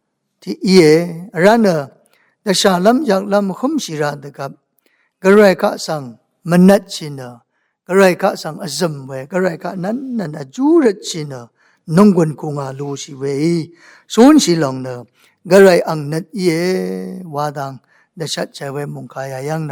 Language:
Rawang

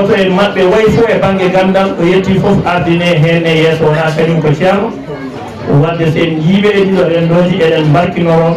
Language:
Fula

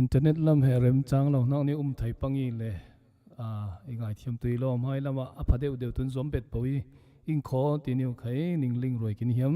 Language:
Falam Chin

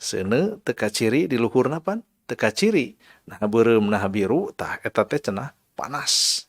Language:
Sundanese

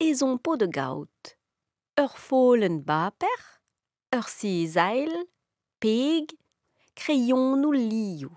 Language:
Breton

